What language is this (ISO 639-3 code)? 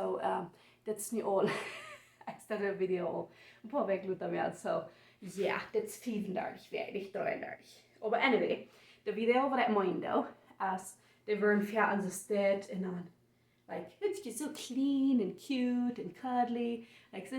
pdt